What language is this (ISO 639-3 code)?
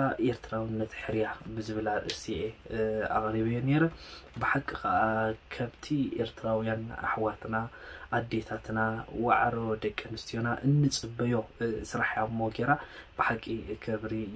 tir